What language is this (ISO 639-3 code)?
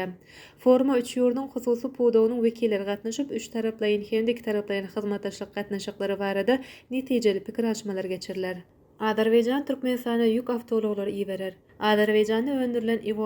tuk